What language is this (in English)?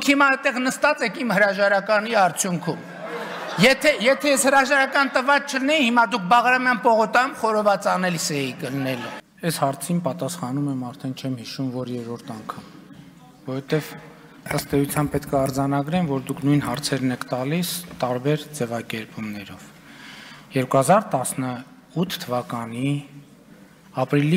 Armenian